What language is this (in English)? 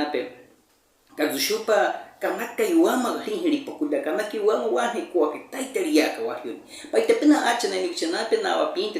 Baniwa